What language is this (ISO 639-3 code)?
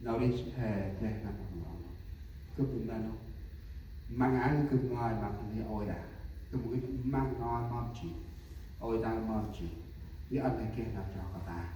cmo